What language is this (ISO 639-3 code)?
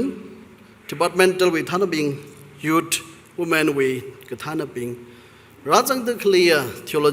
nmf